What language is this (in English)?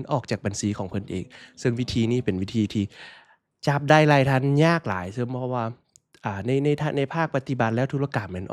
Lao